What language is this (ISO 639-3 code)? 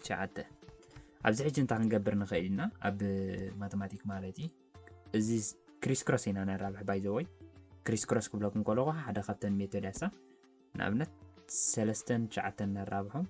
tir